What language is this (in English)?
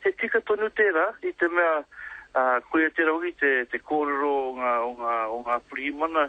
Māori